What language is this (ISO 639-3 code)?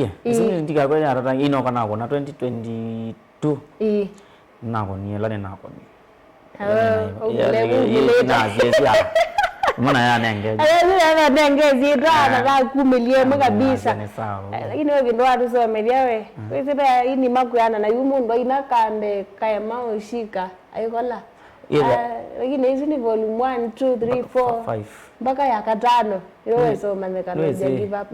kam